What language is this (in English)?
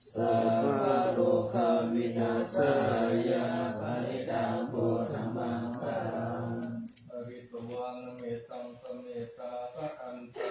Pali